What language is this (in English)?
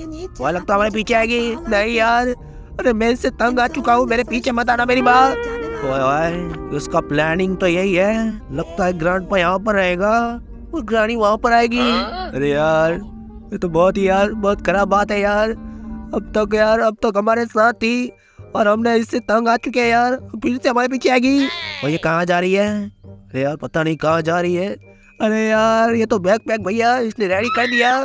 Hindi